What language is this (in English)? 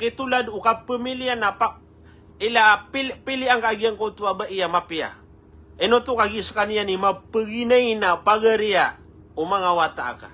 Maranao